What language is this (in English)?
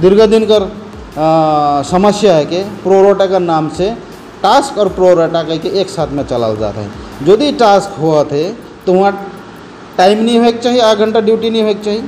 Sadri